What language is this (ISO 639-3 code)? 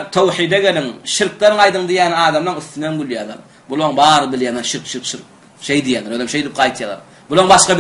tuk